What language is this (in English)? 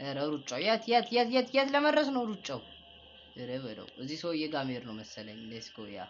Amharic